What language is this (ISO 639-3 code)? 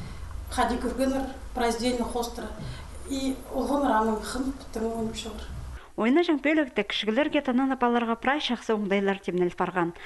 kjh